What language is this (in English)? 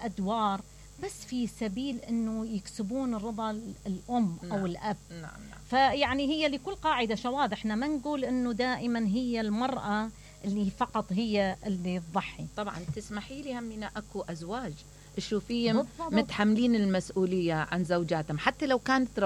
Mesopotamian Arabic